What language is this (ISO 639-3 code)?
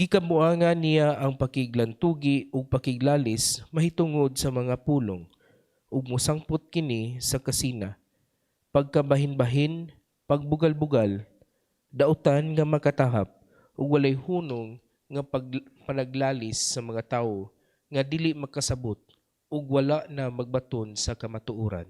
ceb